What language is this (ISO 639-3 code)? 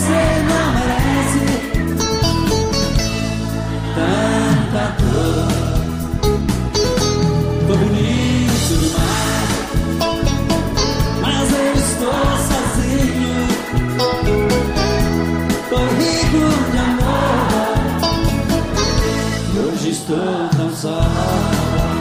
por